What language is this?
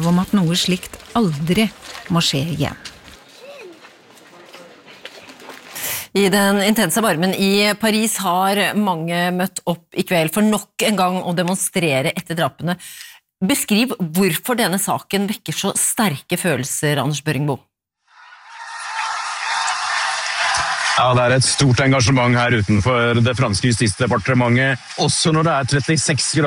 Norwegian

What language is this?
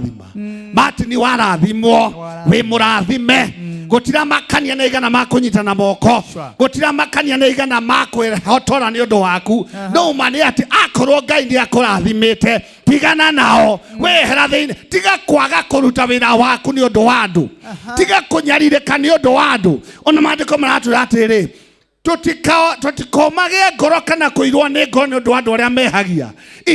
Kikuyu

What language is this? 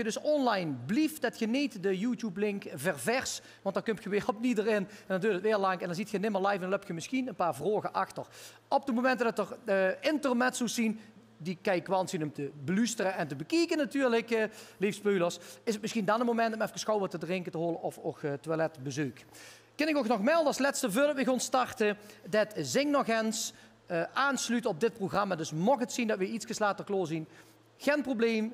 Limburgish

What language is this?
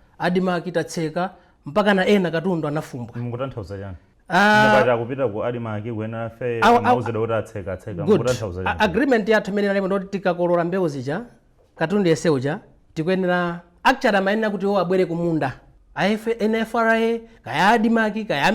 Nyanja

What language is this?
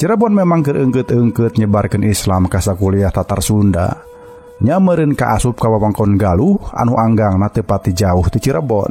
Sundanese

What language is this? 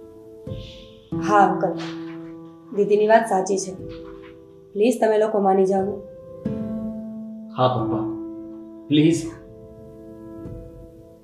Gujarati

